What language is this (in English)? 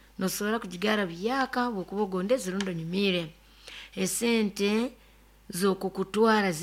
Nyoro